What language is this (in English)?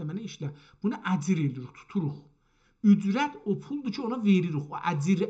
South Azerbaijani